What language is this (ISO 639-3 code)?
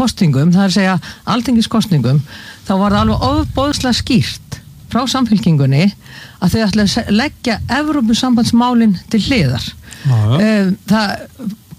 isl